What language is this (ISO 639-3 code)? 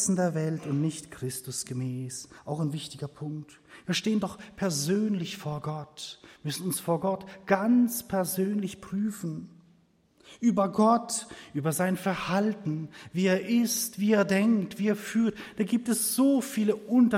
deu